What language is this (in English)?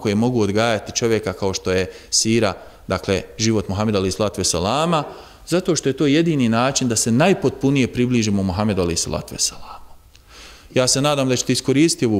Bosnian